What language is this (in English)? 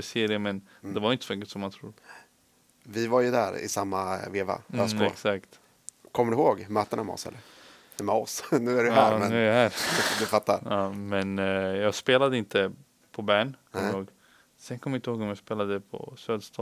Swedish